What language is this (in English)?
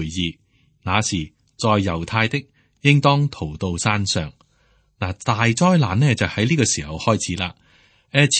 Cantonese